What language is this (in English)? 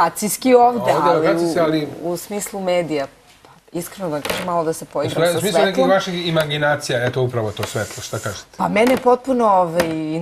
Serbian